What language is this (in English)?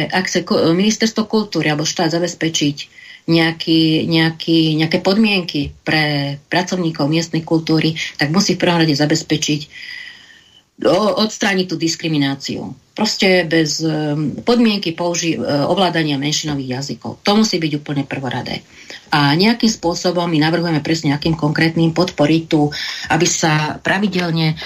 Slovak